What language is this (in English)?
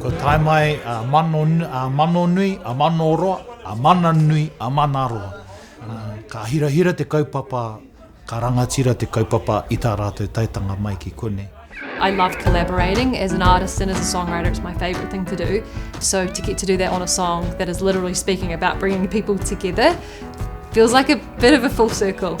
Māori